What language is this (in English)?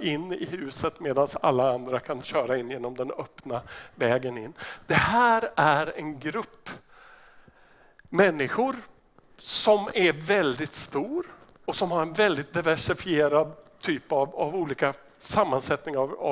Swedish